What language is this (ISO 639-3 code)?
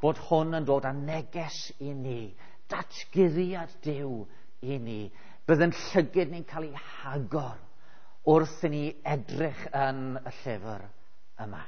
cym